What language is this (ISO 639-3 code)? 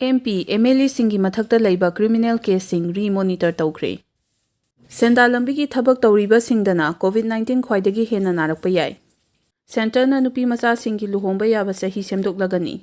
mni